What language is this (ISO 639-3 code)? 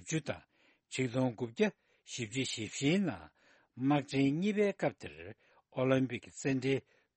bod